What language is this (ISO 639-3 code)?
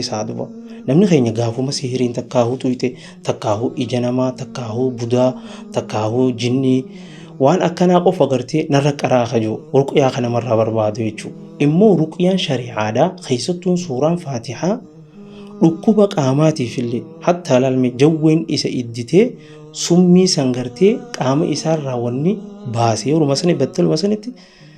orm